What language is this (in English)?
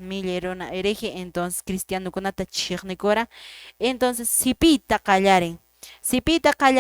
Quechua